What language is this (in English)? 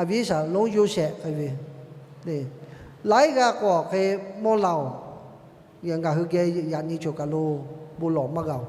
Lahu